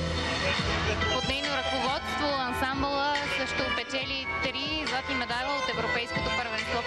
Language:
Bulgarian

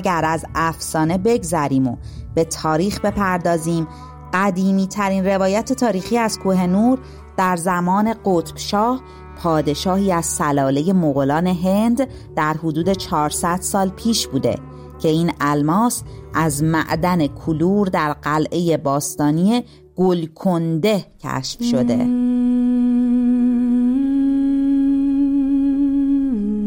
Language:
Persian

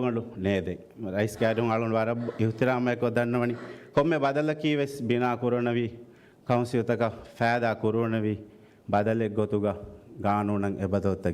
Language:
Divehi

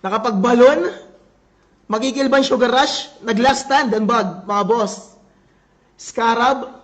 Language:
Waray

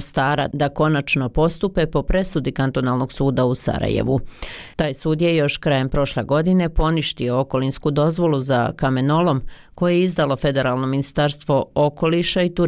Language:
Bosnian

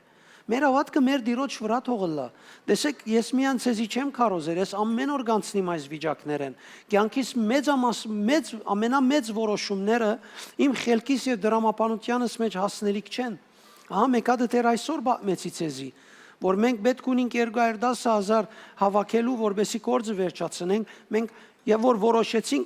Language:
Western Armenian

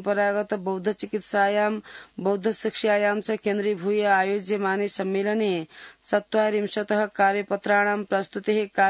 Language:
Sanskrit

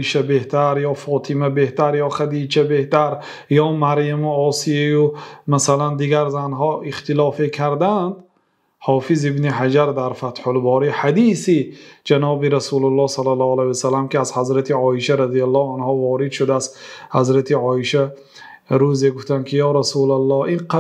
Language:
Persian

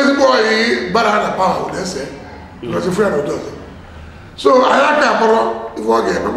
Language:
Igbo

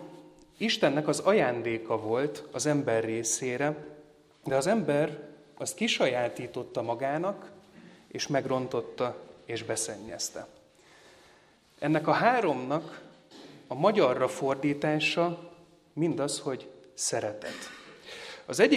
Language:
Hungarian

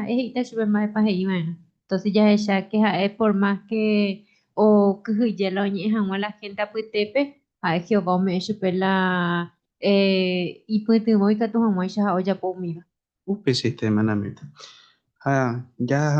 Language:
Guarani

